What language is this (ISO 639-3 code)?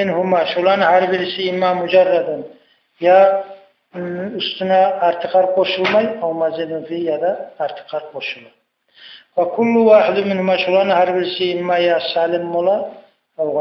kum